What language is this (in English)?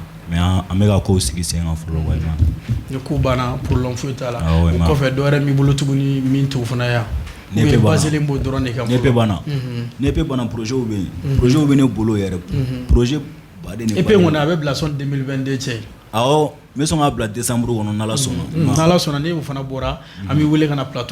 Bambara